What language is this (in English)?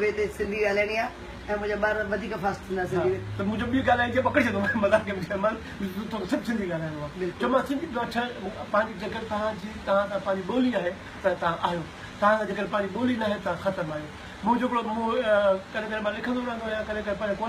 Sindhi